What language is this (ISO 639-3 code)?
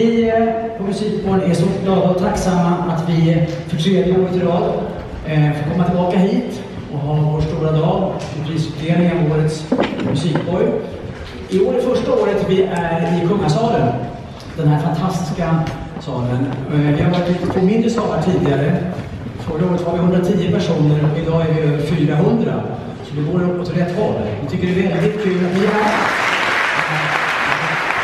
swe